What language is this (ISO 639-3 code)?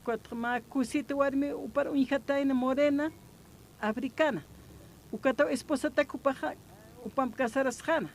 aym